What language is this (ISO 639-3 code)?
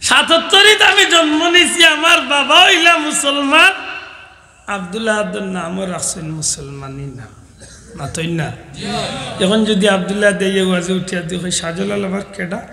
syl